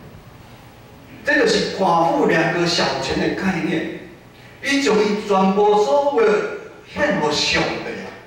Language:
Min Nan Chinese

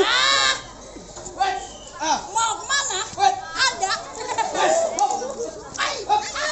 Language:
Betawi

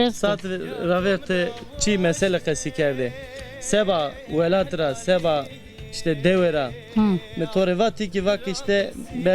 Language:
Zaza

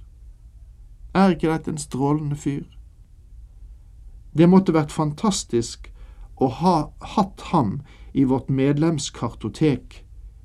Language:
Norwegian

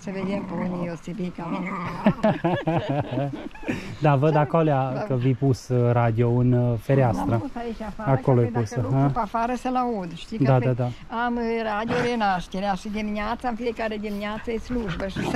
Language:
Romanian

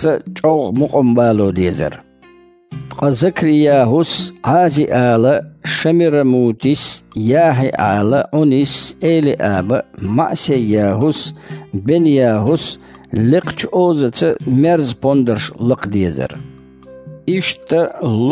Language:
Chechen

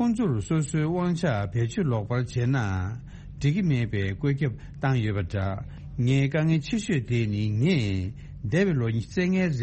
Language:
Tibetan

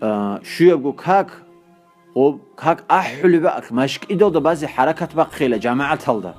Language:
Avaric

